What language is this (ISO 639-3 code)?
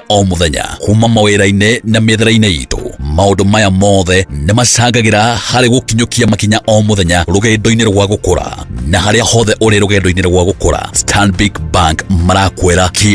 kik